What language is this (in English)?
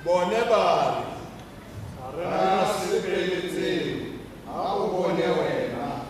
Tswana